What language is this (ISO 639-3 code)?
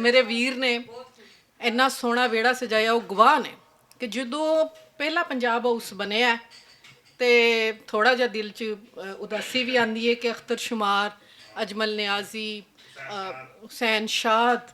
lah